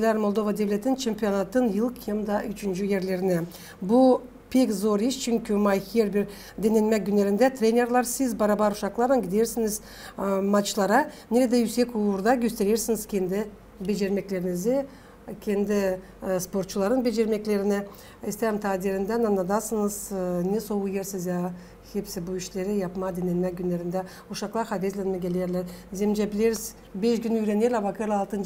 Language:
Gagauz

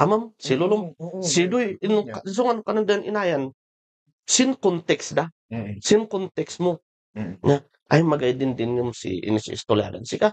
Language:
Kankanaey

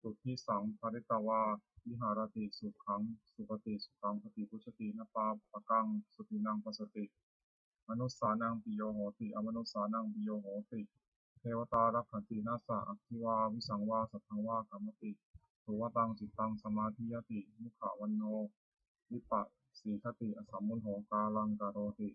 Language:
Pali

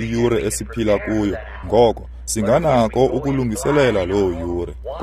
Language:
Xhosa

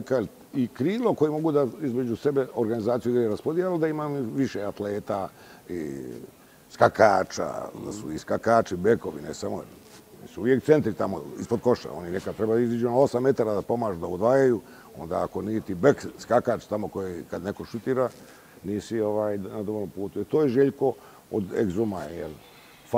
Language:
Bosnian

